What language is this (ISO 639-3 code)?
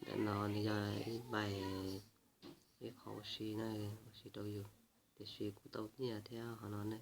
hmn